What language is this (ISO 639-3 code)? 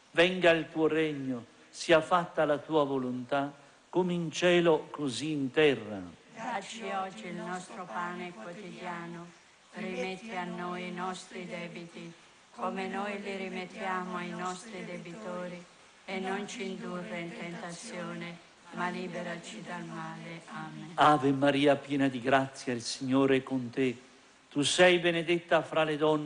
ita